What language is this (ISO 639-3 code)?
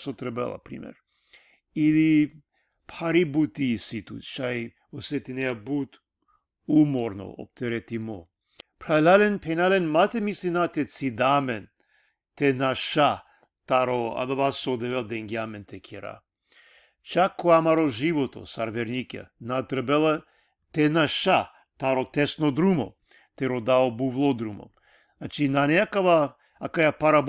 rmn